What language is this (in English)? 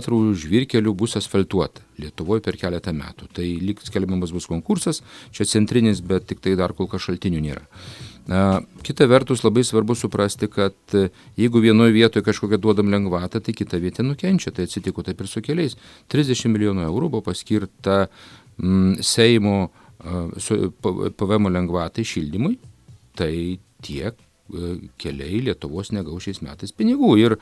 Lithuanian